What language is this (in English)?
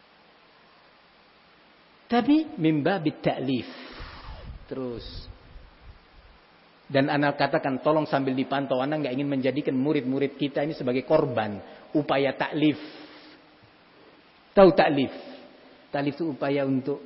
Indonesian